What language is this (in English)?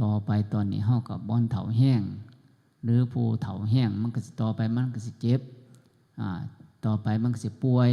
Northeastern Thai